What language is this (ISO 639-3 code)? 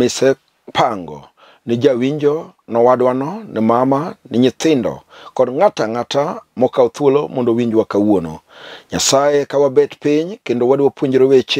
luo